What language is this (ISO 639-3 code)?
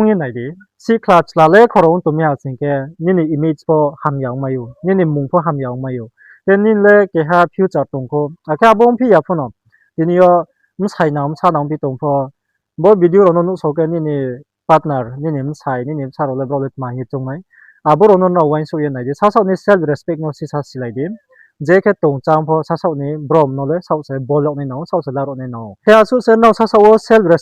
ria